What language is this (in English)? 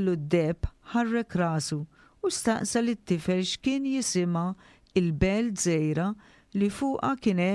Maltese